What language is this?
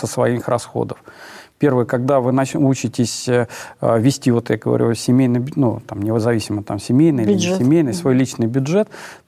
Russian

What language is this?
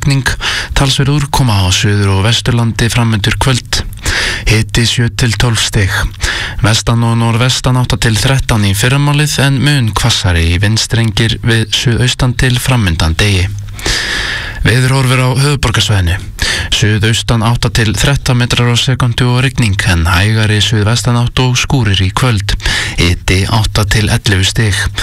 Icelandic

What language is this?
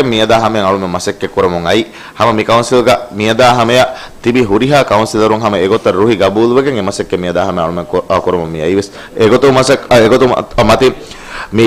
Divehi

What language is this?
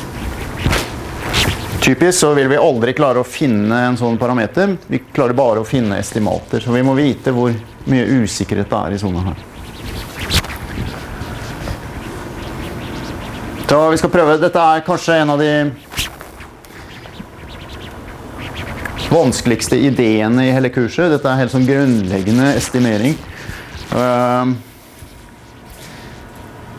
Norwegian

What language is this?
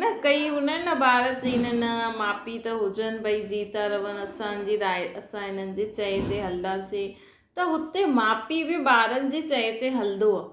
Sindhi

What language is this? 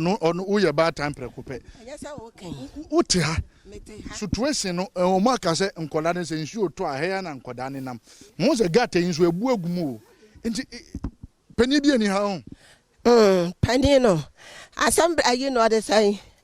Akan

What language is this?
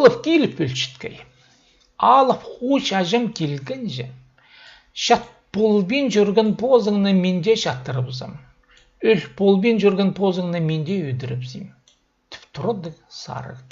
Khakas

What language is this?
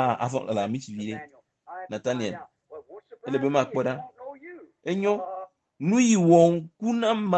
Ewe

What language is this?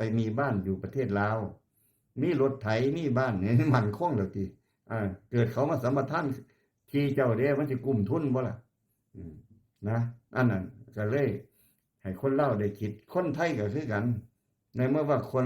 Lao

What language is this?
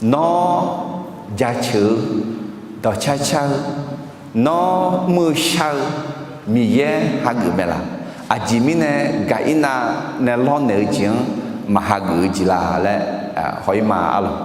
Akha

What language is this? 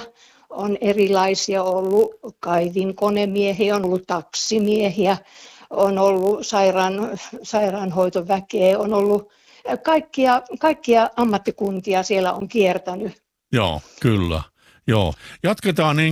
Finnish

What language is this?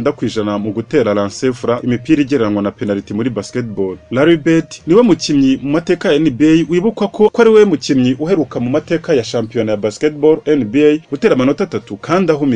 Kinyarwanda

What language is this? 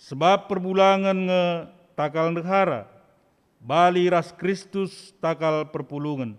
Batak Karo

